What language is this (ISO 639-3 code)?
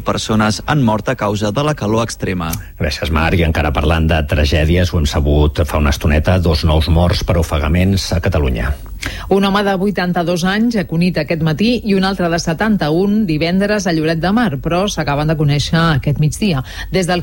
cat